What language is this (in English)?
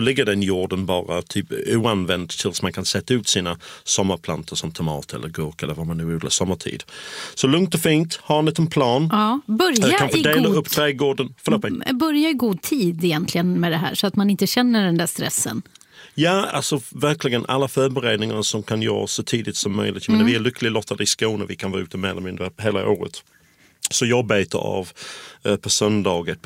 Swedish